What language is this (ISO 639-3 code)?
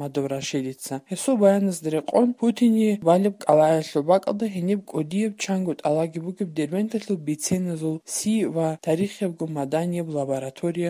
ava